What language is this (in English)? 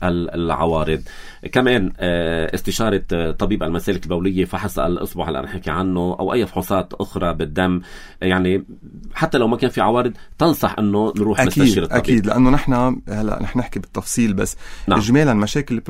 North Levantine Arabic